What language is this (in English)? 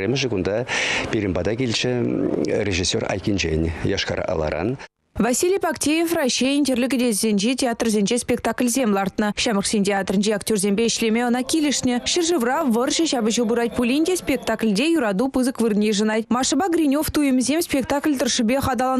Chuvash